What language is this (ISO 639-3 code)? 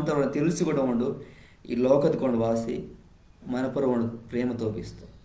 kff